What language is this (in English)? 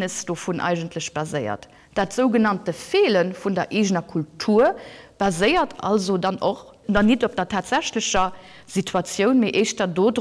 Luxembourgish